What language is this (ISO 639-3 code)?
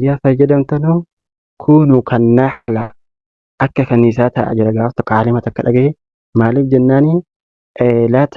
orm